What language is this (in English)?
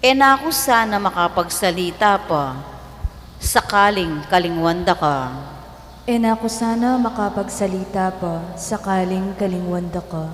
Pampanga